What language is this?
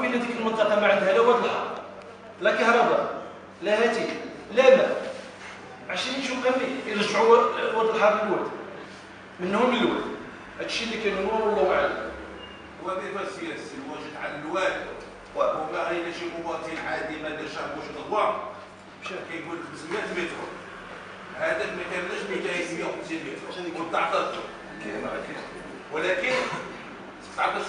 Moroccan Arabic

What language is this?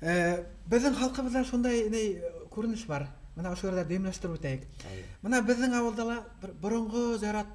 Bashkir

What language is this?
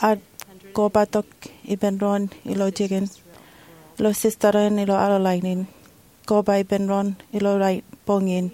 Marshallese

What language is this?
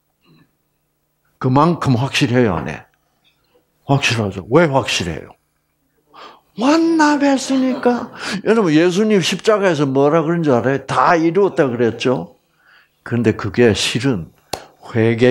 Korean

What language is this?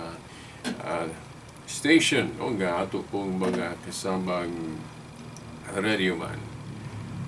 Cebuano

